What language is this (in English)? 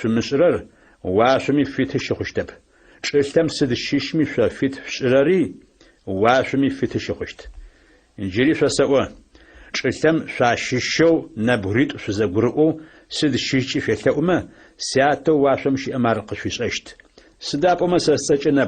Adyghe